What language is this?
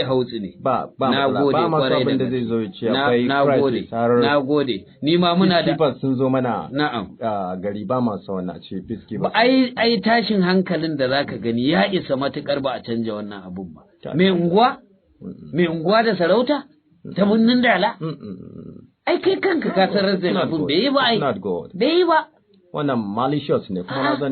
Hausa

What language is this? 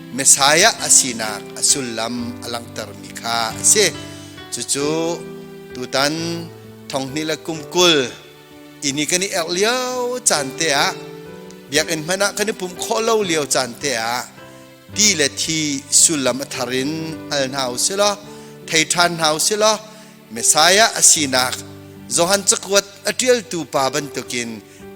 Hakha Chin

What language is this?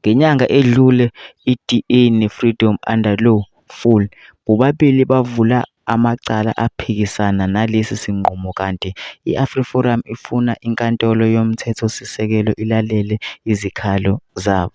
Zulu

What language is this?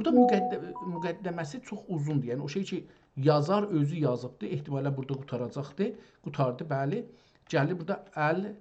South Azerbaijani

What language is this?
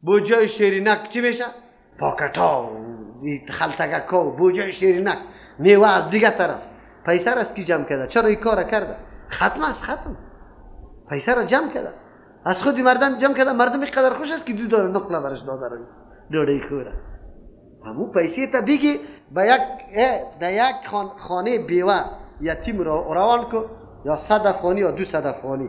Persian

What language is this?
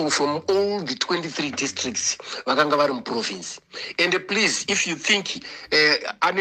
Shona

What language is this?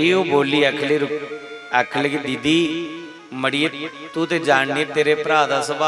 Dogri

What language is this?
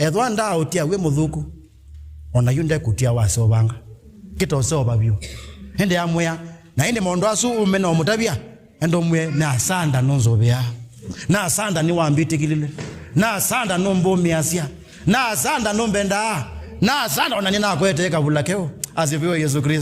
Kamba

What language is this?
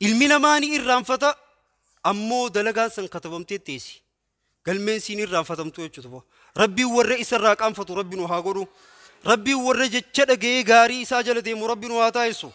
Oromo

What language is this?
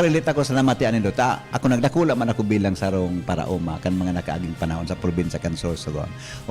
Bikol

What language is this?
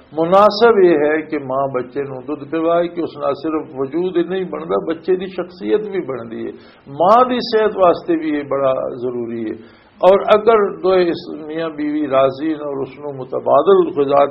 Western Panjabi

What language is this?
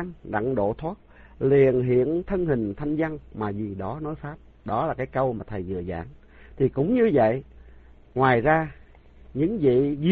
Vietnamese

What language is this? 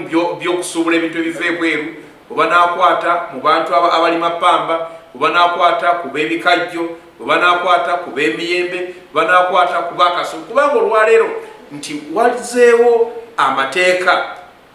Ganda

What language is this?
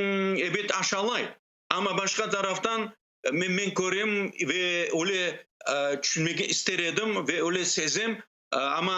Crimean Tatar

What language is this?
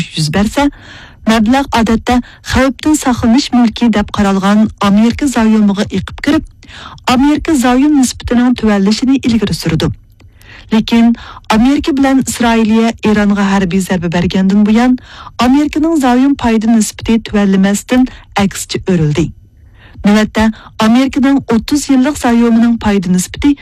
Uyghur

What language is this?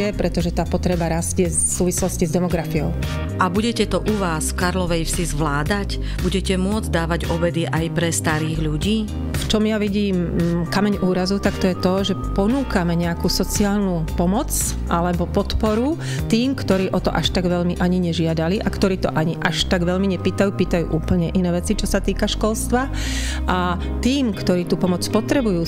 Slovak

